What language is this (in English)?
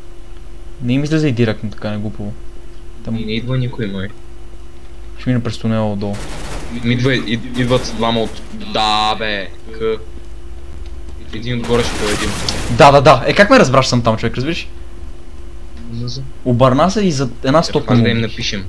Bulgarian